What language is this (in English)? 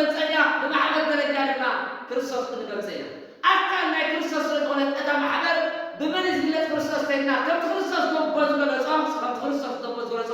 Tigrinya